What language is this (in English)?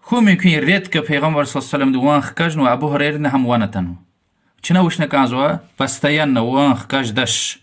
Lezghian